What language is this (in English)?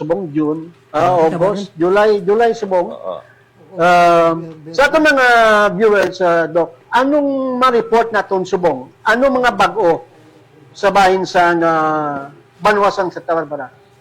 Hiligaynon